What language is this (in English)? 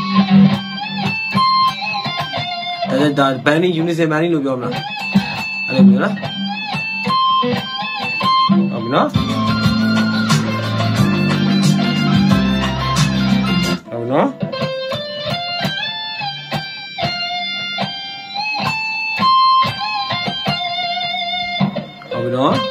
Burmese